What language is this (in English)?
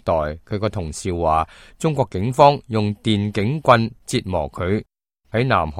Cantonese